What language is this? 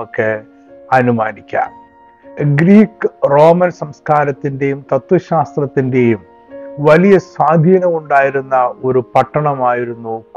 Malayalam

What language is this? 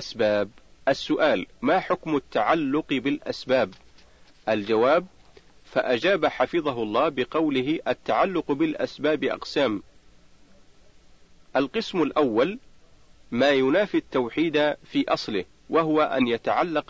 Arabic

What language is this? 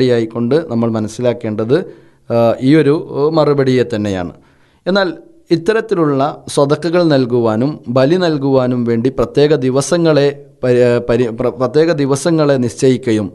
Malayalam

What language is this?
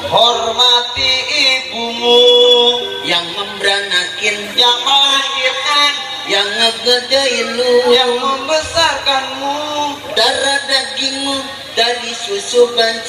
Betawi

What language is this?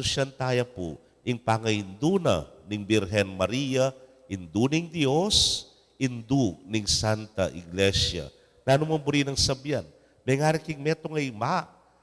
Pampanga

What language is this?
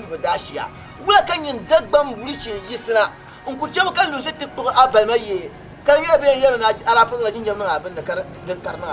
Dagbani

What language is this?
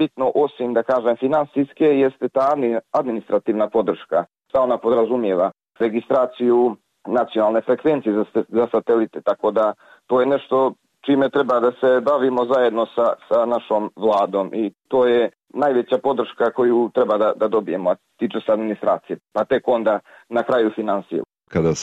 Bosnian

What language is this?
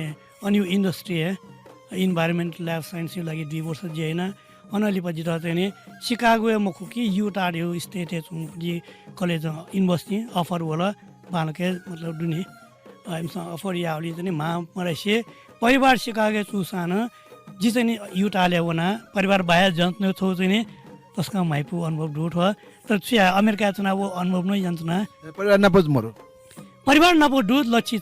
Newari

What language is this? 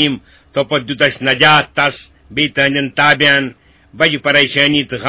Kashmiri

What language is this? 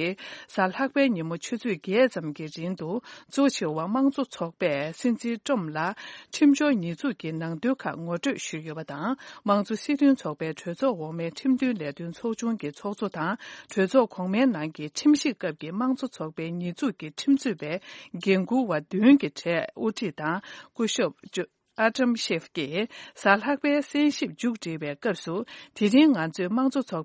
Tibetan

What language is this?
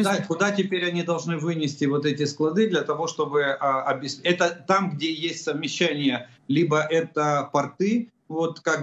Russian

